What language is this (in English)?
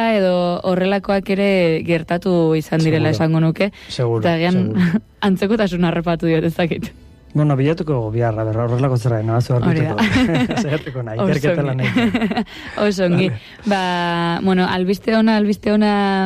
Basque